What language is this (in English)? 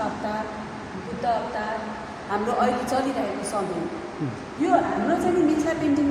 Nepali